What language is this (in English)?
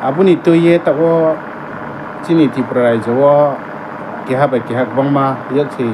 Riang (India)